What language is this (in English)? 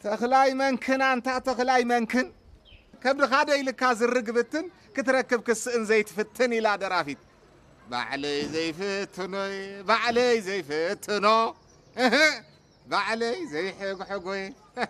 Tigrinya